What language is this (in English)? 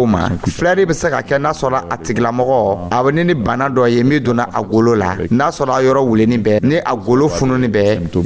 Dyula